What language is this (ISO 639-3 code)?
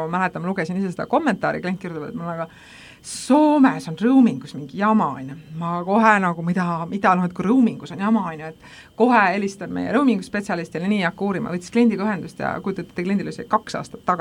est